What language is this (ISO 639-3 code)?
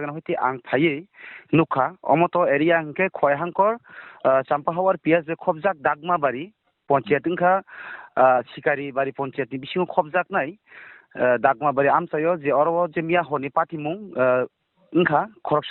trp